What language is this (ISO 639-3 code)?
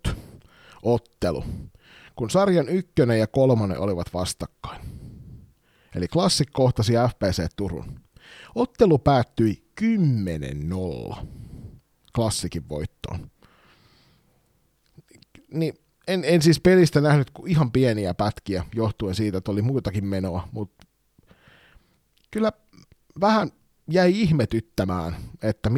fin